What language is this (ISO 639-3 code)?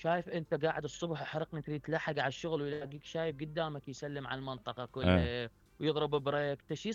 acm